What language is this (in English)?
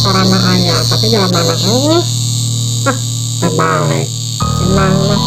Sundanese